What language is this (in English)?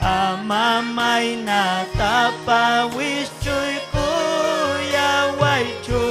Ayacucho Quechua